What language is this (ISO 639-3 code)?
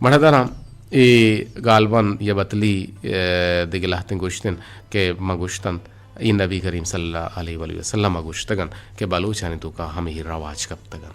bgp